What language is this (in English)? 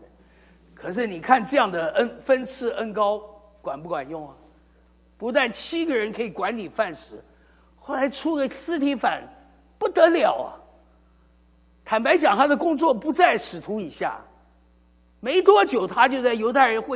Chinese